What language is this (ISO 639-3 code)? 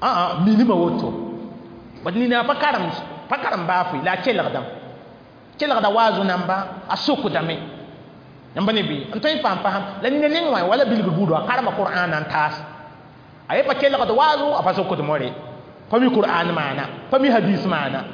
mos